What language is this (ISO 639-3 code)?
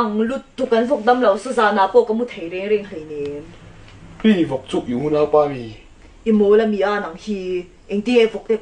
cnh